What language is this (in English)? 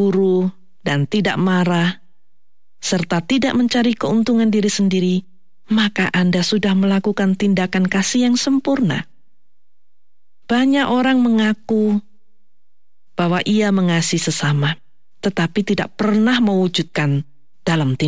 Indonesian